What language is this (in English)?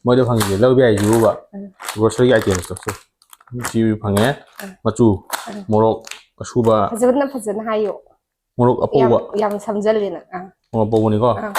Manipuri